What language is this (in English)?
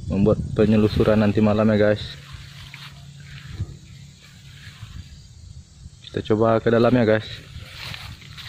Indonesian